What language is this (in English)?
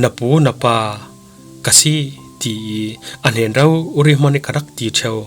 Falam Chin